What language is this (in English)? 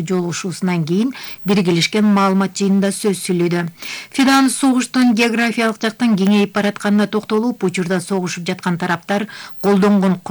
Kyrgyz